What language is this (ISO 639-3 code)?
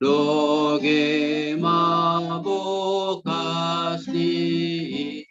bts